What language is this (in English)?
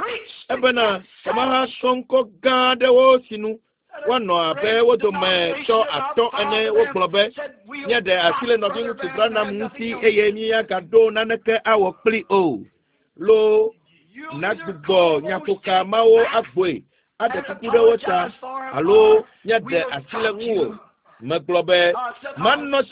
Ewe